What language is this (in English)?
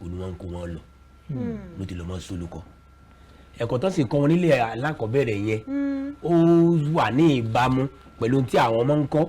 Yoruba